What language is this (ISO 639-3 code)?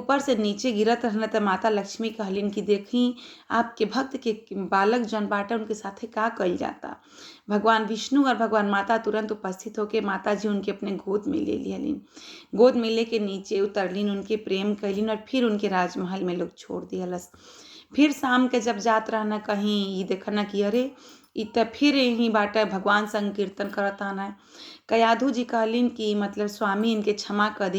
bho